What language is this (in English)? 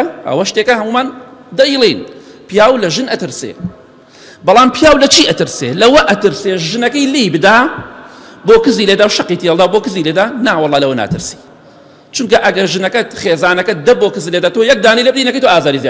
Central Kurdish